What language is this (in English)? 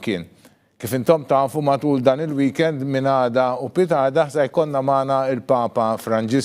Maltese